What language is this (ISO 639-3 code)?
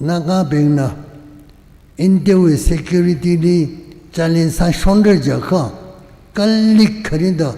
nmf